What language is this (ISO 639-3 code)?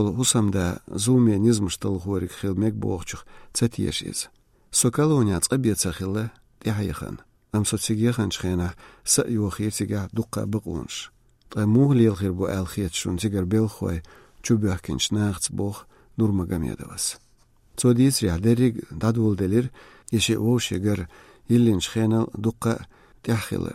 che